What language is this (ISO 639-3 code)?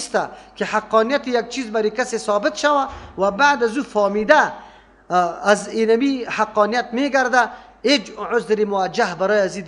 fas